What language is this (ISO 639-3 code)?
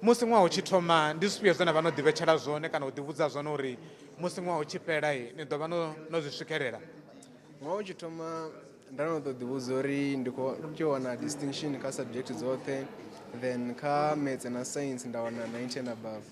ven